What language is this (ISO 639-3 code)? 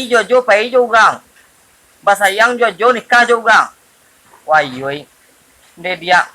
min